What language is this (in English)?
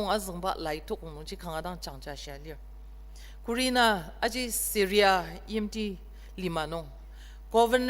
Ao Naga